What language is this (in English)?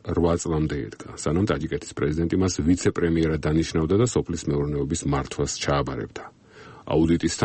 Georgian